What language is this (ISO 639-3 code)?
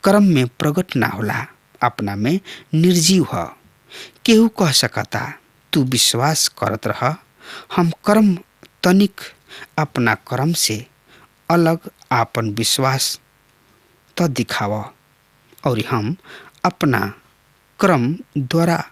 bho